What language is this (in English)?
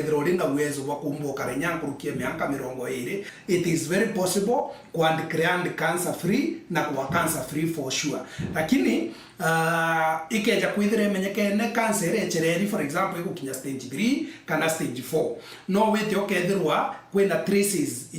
Meru